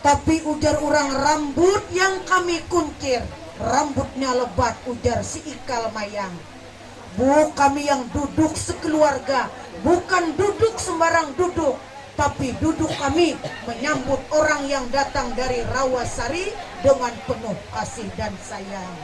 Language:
Banjar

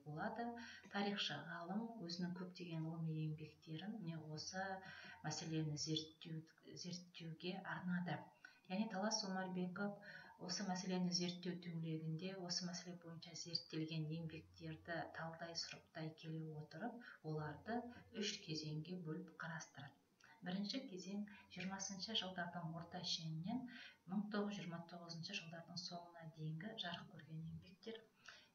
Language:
Kazakh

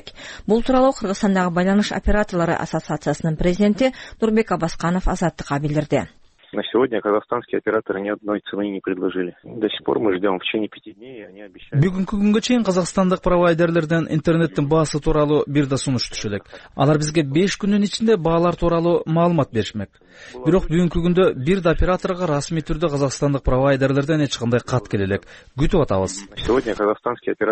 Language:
Kyrgyz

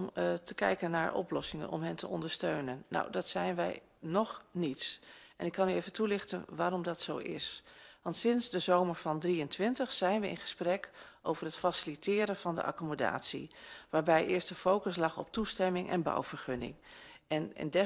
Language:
Dutch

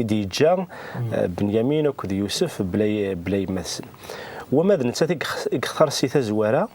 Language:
Kabyle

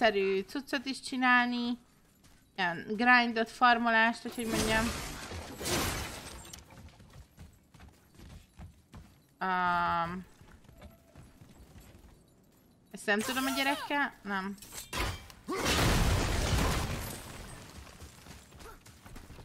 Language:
Hungarian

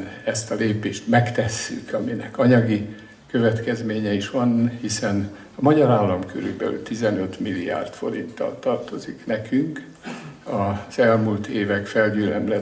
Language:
Hungarian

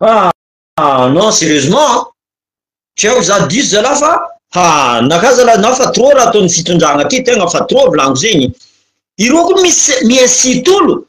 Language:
Malagasy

